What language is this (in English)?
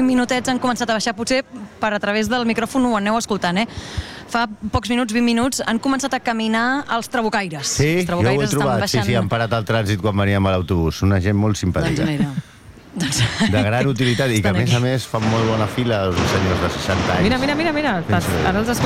Catalan